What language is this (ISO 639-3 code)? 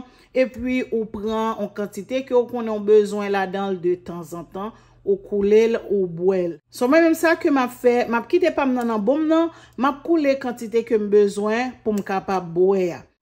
hat